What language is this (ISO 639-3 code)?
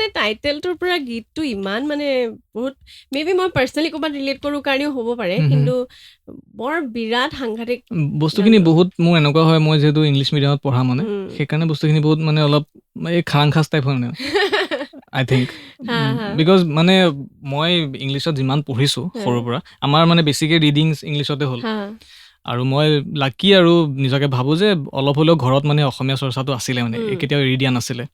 asm